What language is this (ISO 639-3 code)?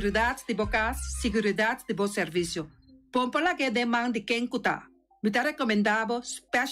pap